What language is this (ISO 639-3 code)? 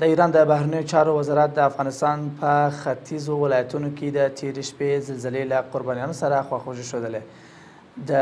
pus